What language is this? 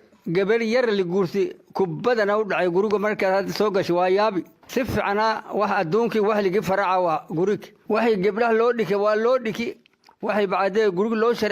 Somali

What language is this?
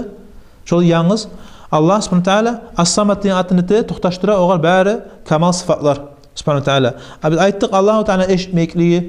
Kumyk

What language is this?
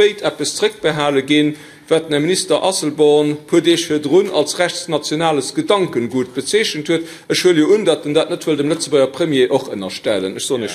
Luxembourgish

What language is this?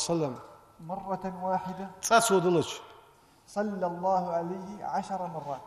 Ingush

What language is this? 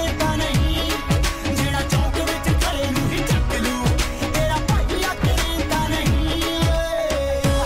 Punjabi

